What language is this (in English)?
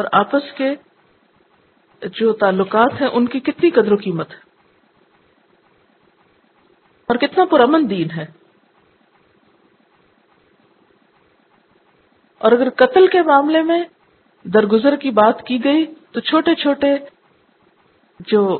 Urdu